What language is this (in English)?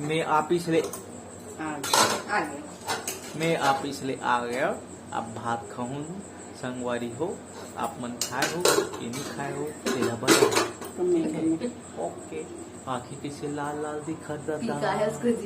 Chhattisgarhi